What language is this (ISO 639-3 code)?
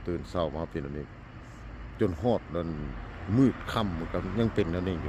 lao